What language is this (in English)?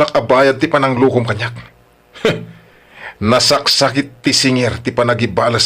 Iloko